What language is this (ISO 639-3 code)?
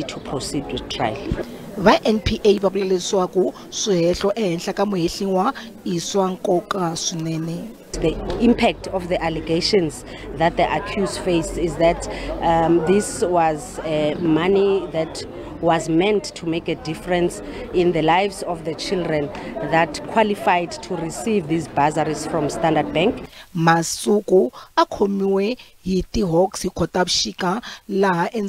tso